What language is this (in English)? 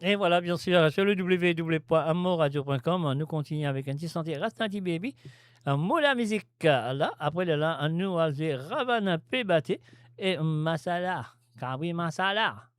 Morisyen